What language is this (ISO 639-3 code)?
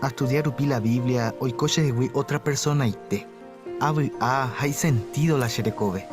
grn